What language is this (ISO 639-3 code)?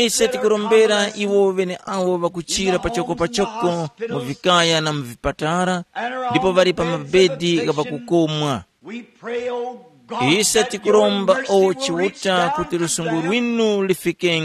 tum